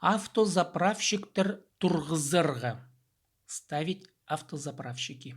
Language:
Khakas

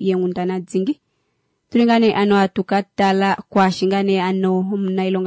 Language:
Kuanyama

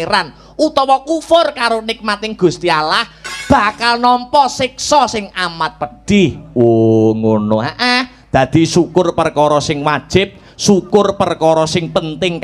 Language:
Javanese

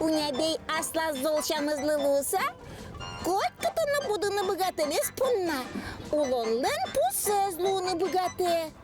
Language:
Udmurt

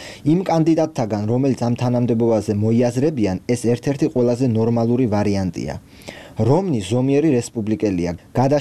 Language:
Georgian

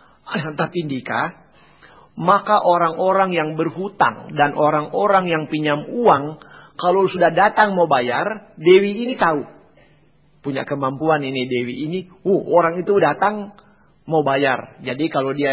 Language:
Indonesian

